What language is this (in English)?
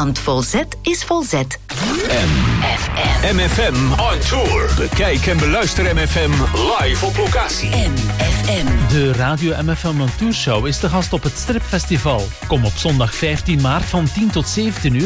Dutch